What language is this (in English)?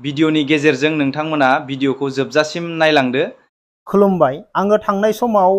Bodo